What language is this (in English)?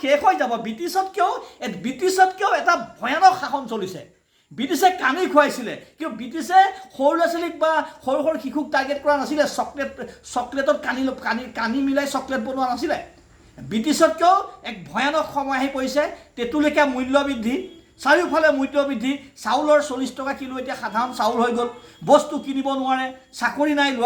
Assamese